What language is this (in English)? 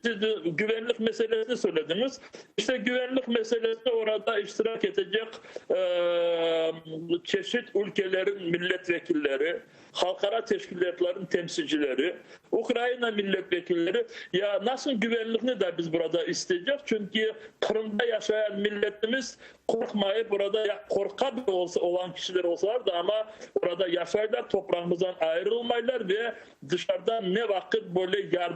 Crimean Tatar